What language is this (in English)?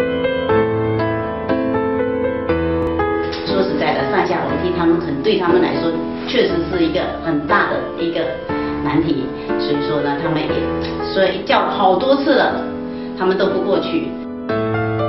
Chinese